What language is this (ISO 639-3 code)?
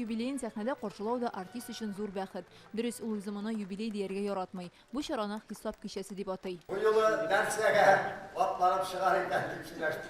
tat